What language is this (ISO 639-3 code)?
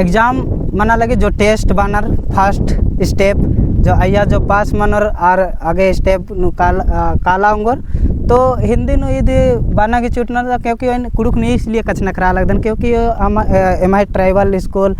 kru